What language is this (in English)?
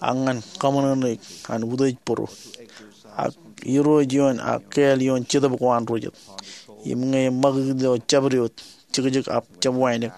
Marshallese